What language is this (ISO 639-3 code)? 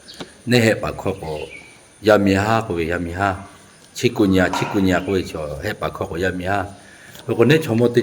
lhu